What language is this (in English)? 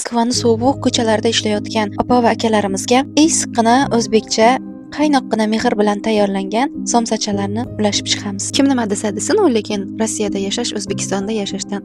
Uzbek